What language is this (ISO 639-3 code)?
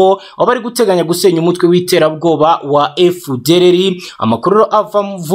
kin